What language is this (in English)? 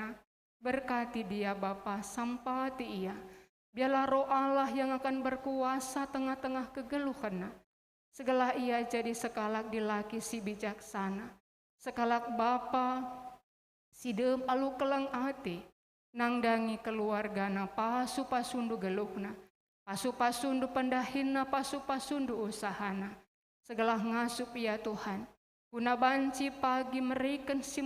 Batak Karo